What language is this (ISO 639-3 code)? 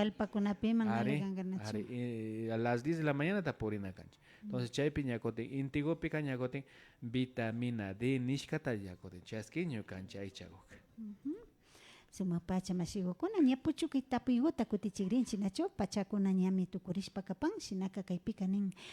qvi